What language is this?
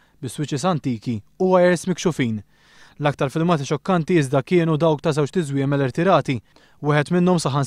Maltese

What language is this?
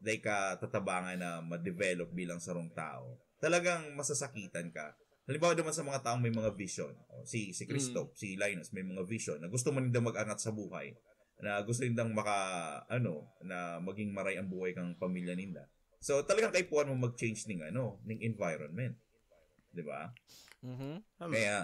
Bikol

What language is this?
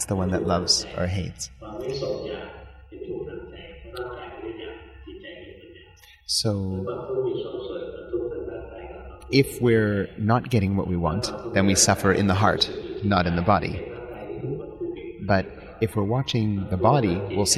English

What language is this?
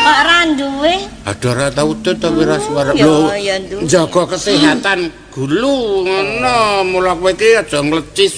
Javanese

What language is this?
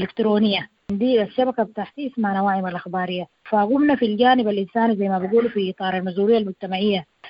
Sudanese Arabic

